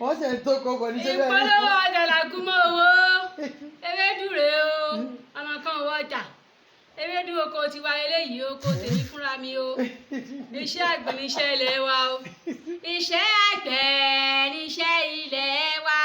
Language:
Yoruba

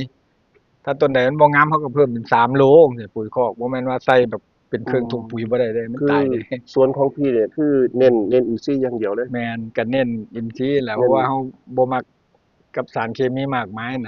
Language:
Northeastern Thai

